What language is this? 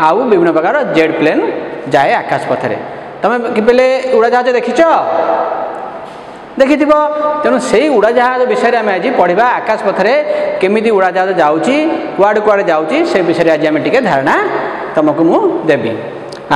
Odia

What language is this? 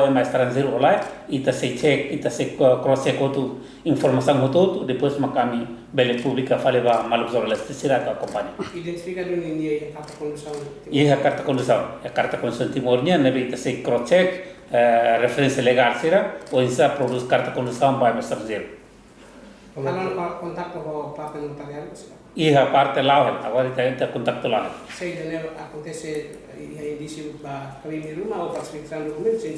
Tetum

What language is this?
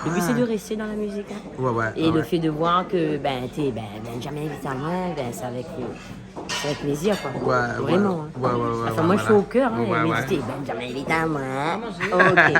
Réunion Creole French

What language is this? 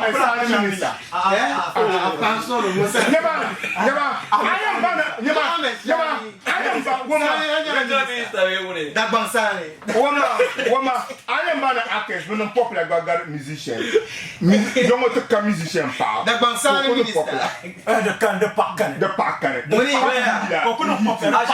Dagbani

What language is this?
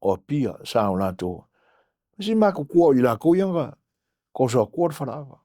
Samoan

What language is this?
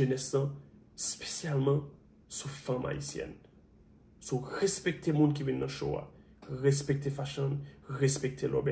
Haitian Creole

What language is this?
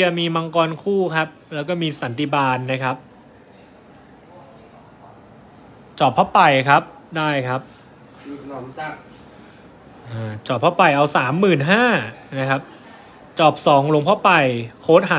Thai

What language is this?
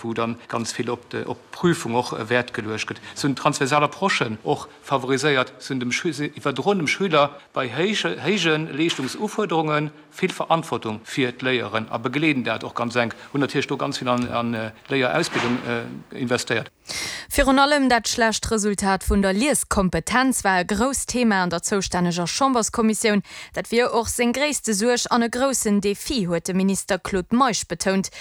Luxembourgish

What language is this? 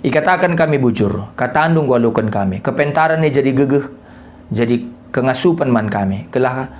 Batak Karo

